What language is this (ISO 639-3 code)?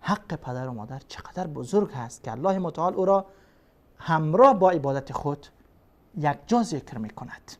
fas